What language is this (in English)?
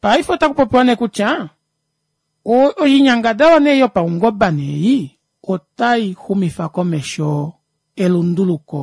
Kuanyama